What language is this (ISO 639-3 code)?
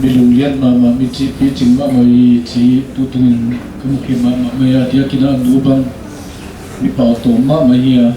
pck